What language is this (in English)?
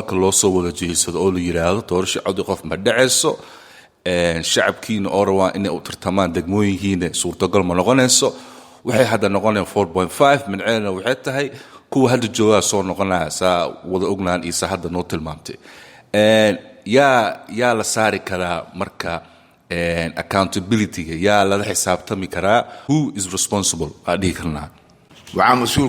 Somali